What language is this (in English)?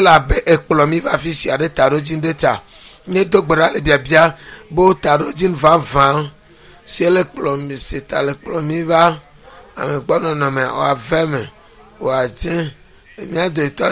Ewe